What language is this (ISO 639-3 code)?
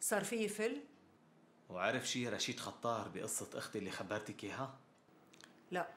apc